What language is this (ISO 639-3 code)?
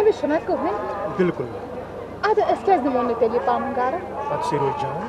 kas